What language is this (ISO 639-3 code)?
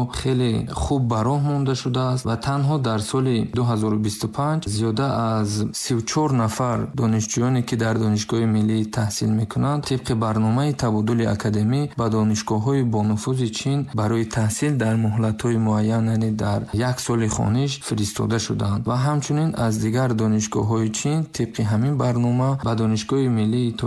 tgk